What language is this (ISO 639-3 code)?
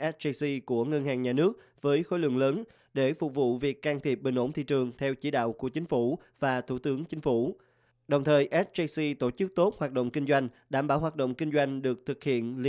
vie